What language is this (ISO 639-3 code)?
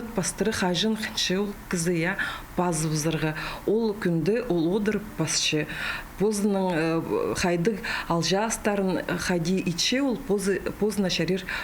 kjh